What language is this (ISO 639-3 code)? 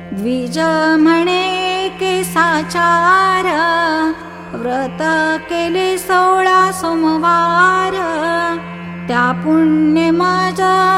mar